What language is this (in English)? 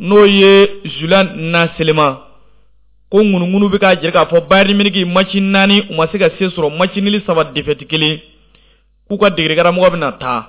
Bambara